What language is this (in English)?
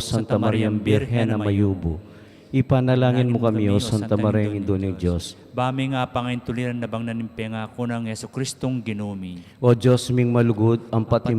Pampanga